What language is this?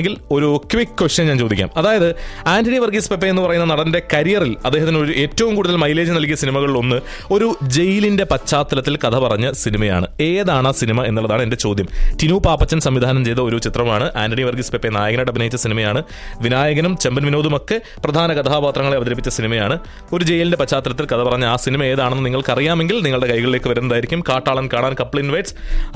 Malayalam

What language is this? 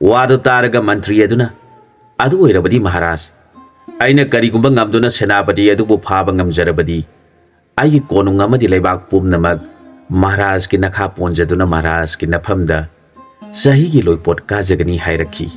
Manipuri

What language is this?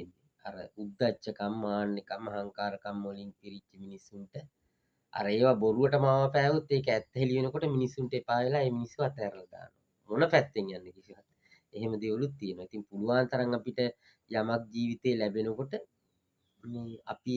Sinhala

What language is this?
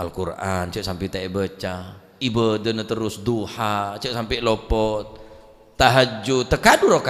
Madurese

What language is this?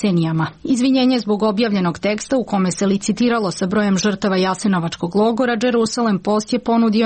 Serbian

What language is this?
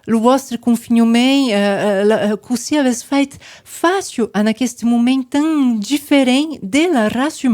Occitan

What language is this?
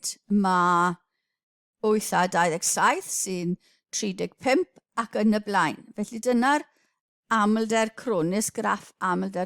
Welsh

